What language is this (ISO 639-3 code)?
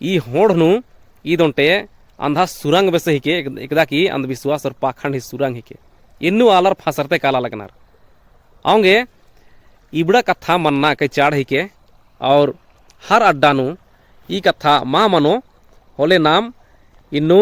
kru